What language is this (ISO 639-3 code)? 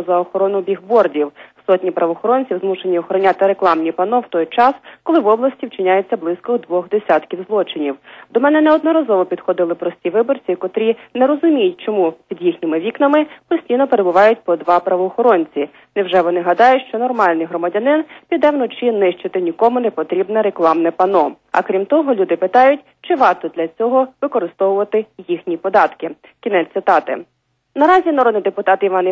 ukr